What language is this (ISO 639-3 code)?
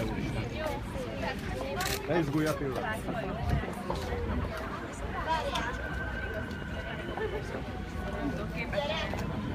hun